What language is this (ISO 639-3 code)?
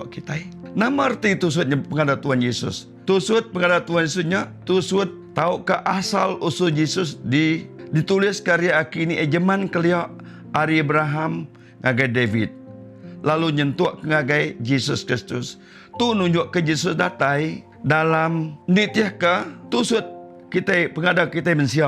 iba